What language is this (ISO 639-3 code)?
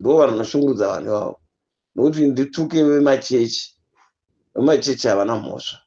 sna